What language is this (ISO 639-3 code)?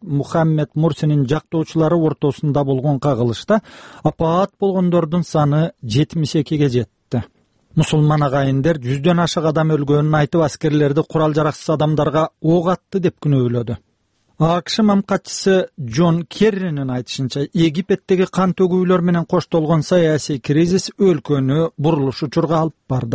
kir